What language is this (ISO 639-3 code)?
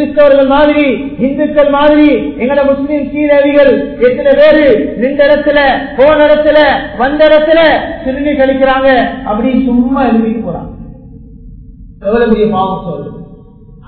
tam